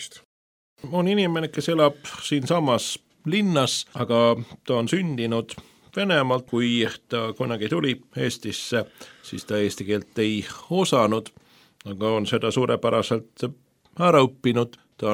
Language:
Estonian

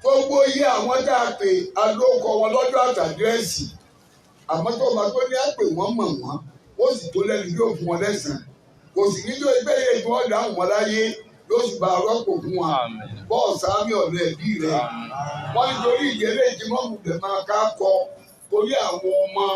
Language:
Yoruba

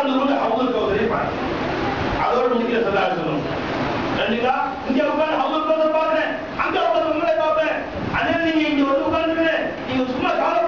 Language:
Tamil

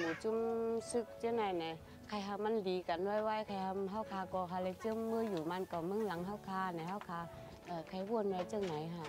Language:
Shan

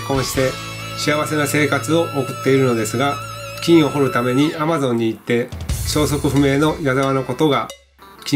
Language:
Japanese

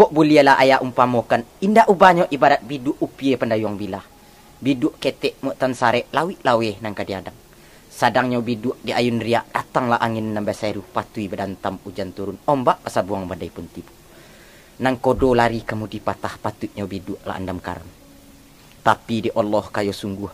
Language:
Minangkabau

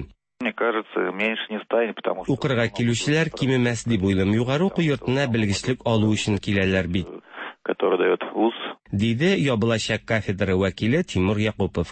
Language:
Tatar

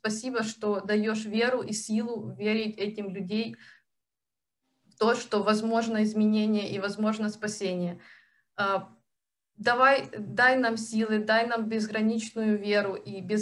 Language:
Russian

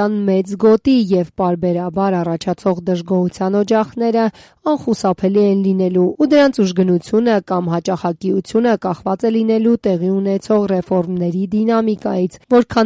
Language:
Armenian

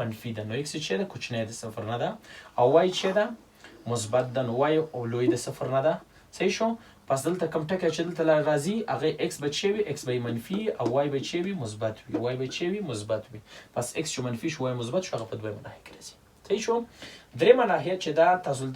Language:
Pashto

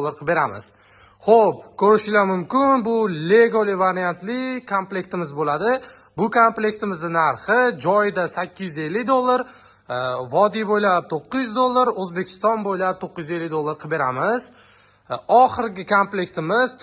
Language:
Uzbek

